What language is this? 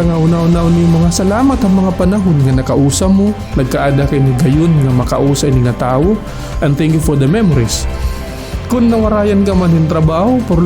Waray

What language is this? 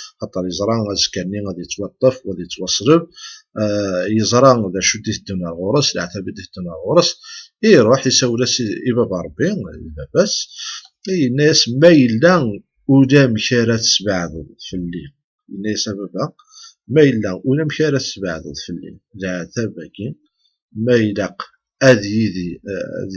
Kabyle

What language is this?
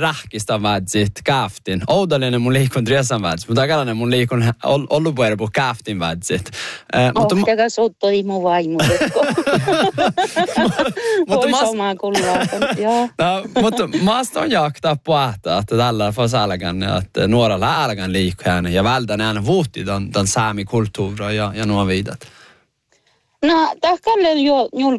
Northern Sami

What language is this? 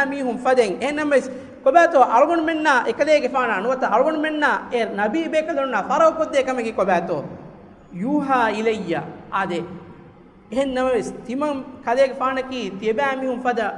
Divehi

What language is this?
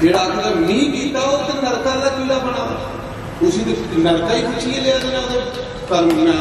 Dogri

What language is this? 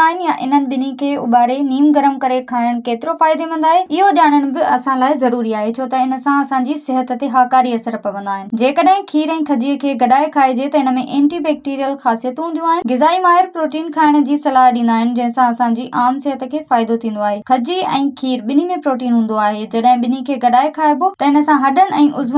Sindhi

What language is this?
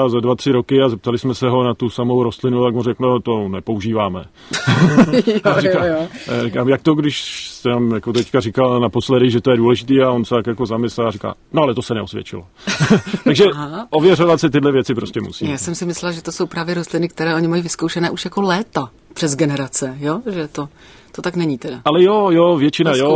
Czech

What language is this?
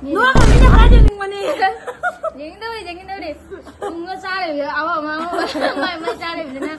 Manipuri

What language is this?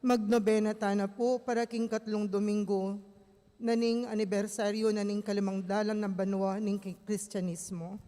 Pampanga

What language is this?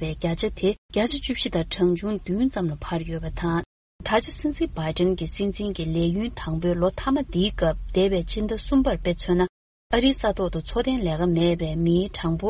Tibetan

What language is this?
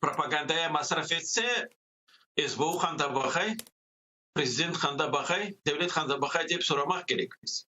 Crimean Tatar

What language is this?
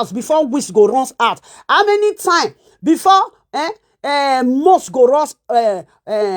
Nigerian Pidgin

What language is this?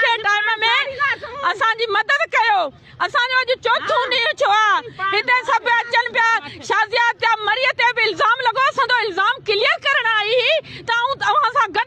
Sindhi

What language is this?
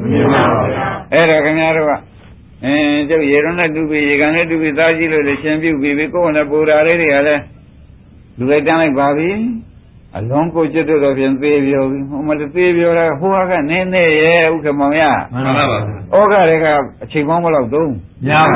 Burmese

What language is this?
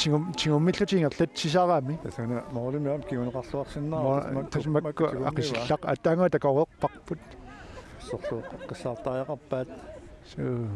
Kalaallisut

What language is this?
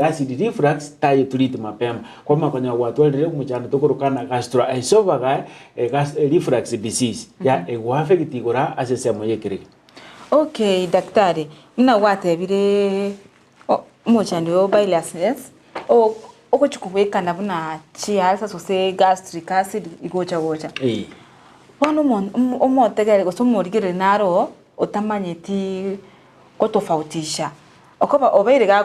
Gusii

